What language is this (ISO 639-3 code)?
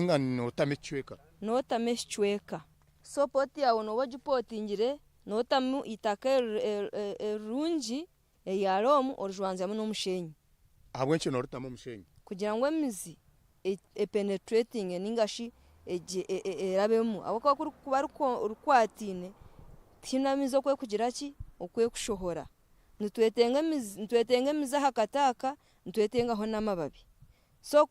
nyn